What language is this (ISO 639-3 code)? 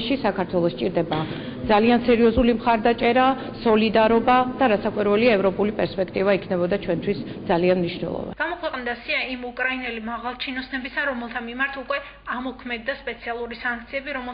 kat